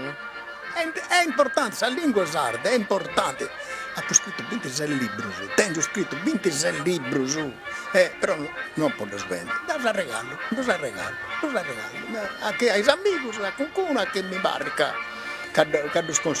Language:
Sardinian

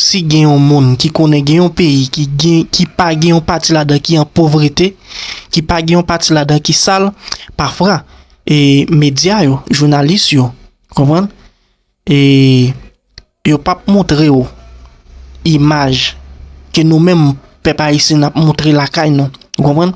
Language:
Haitian Creole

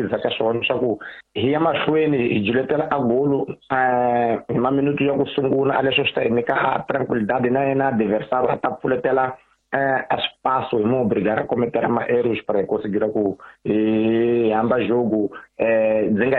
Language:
Tsonga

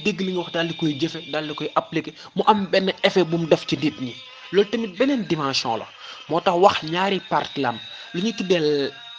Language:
Wolof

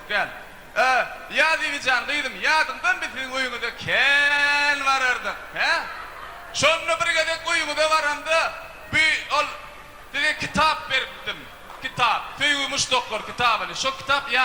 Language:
Turkmen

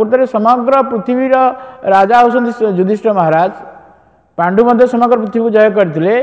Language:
Odia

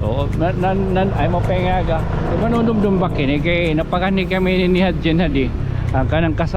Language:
Waray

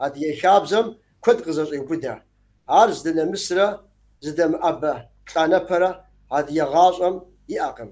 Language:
Kabardian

